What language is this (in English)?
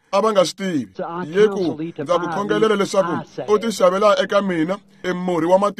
Tsonga